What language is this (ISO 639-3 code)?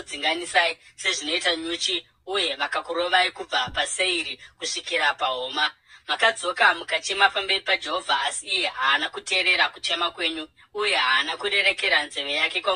sna